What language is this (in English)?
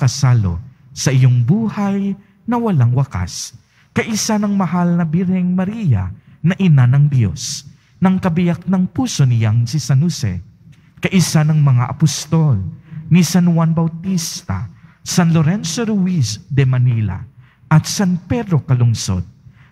Filipino